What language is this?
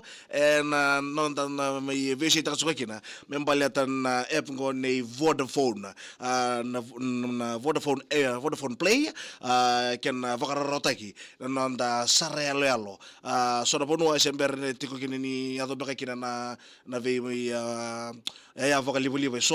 Fijian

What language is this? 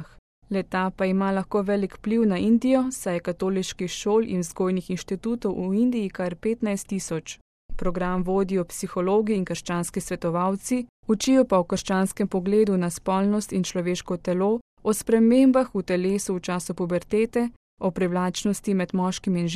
Slovenian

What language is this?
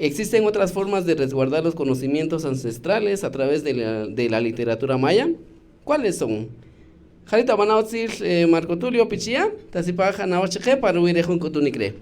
Kaqchikel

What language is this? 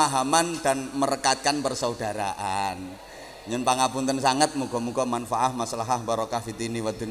Javanese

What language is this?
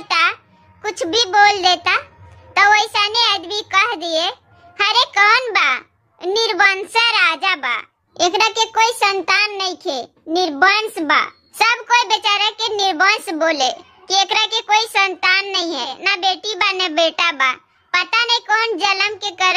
Bhojpuri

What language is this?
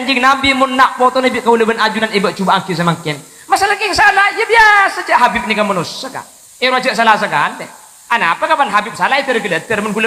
Madurese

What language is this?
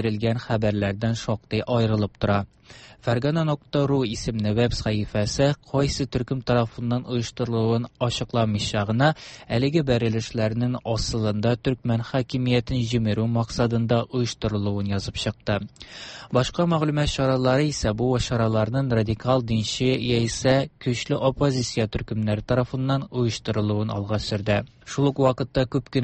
Tatar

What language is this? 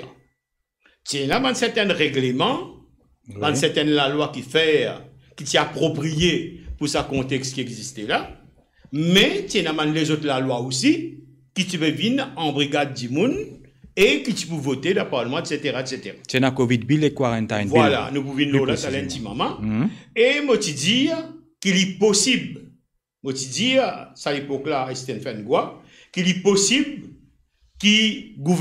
Morisyen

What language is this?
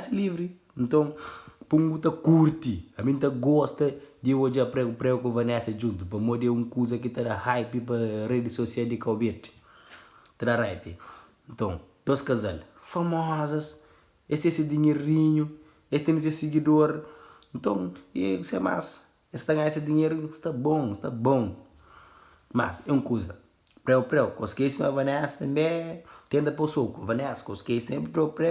Kabuverdianu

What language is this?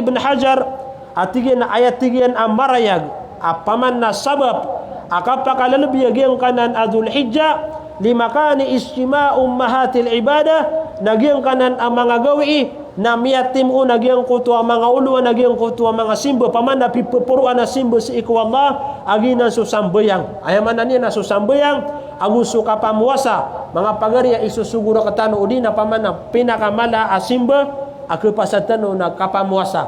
Maranao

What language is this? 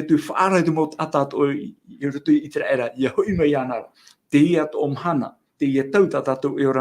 Tahitian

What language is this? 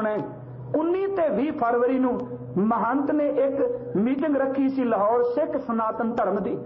Punjabi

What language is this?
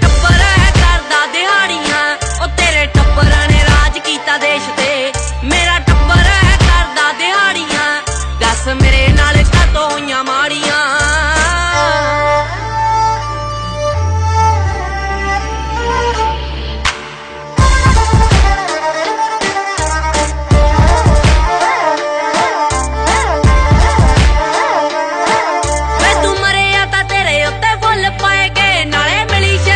Punjabi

